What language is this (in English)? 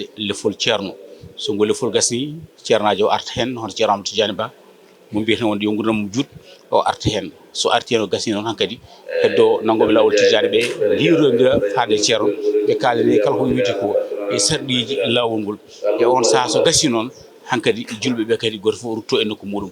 Fula